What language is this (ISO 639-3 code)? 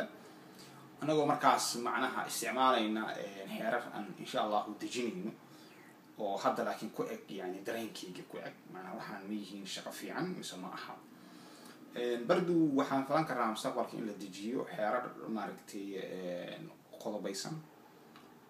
som